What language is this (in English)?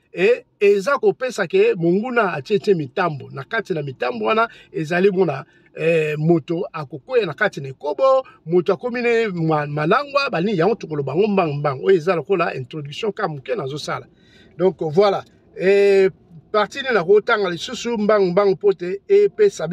Lingala